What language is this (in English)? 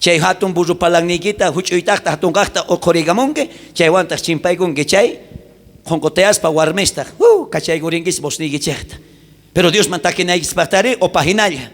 South Bolivian Quechua